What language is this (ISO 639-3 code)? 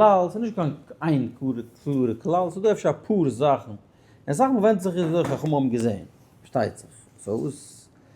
yid